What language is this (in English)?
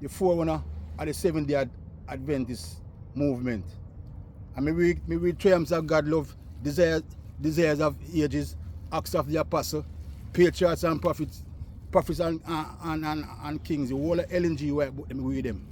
Jamaican Creole English